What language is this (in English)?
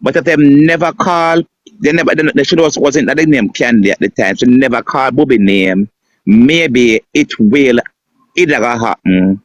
Jamaican Creole English